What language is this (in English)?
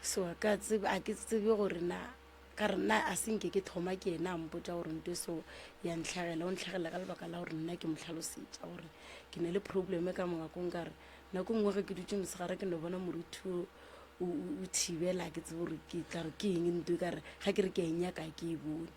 Northern Sotho